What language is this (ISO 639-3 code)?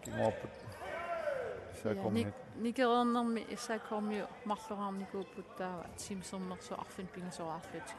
kal